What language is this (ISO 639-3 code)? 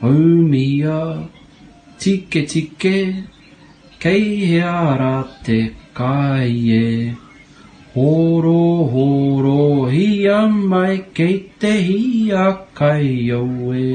mri